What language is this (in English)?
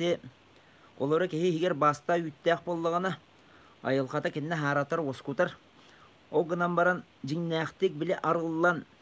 Yakut